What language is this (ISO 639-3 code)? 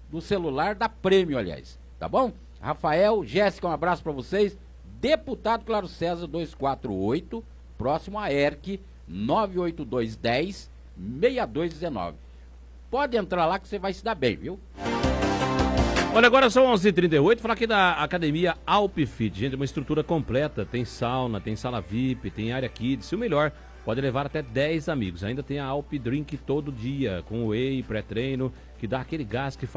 por